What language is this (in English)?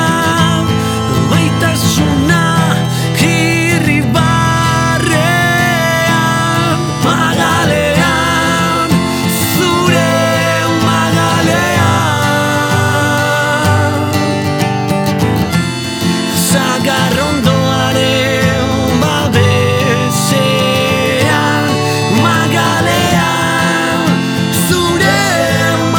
Basque